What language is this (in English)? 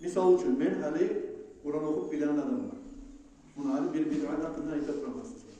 Kumyk